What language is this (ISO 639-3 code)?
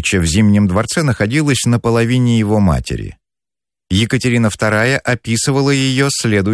rus